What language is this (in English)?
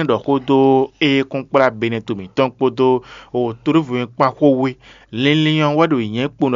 Fon